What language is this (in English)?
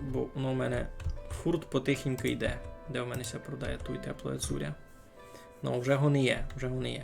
Rusyn